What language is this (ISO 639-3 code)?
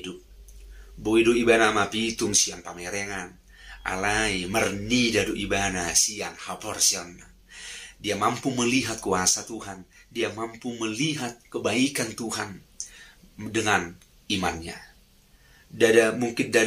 bbc